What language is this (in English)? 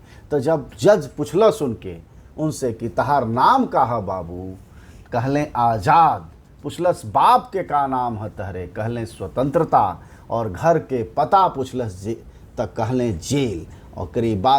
Bhojpuri